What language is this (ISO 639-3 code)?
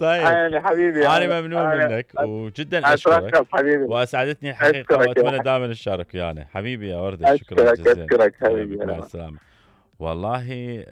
acm